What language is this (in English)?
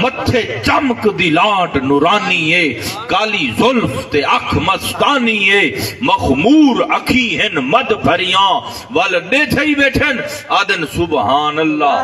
Saraiki